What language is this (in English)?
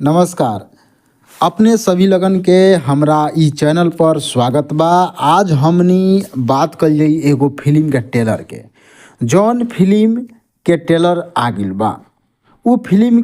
Bhojpuri